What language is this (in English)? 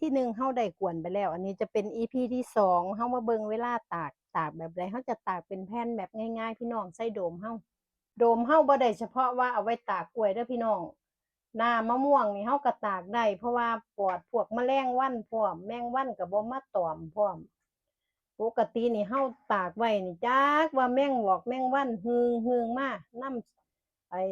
Lao